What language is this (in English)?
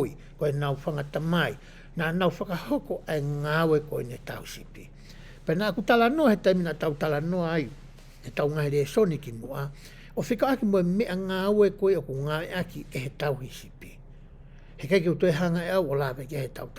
Tongan